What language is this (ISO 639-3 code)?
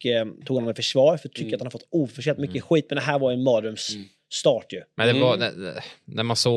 swe